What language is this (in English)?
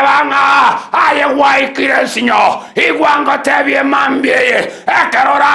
Gusii